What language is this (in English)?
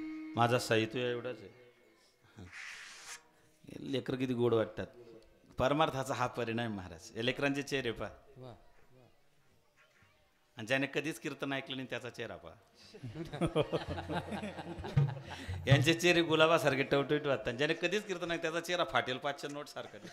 Marathi